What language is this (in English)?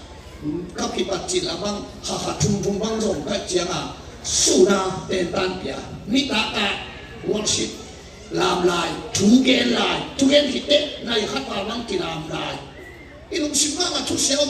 Tedim Chin